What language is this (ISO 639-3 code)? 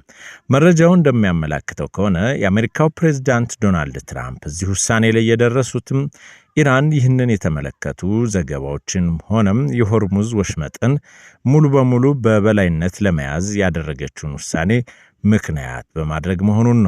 amh